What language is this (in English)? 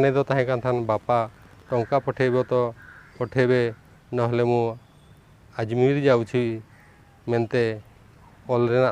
Santali